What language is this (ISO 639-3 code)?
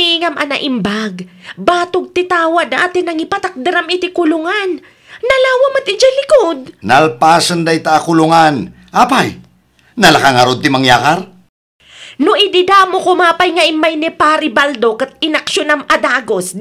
ilo